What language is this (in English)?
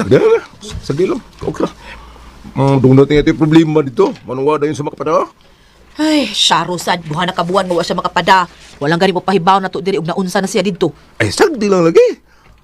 Cebuano